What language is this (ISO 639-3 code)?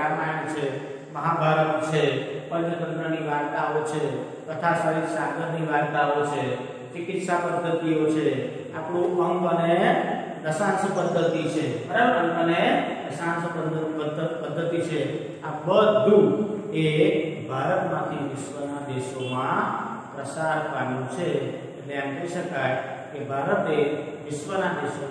guj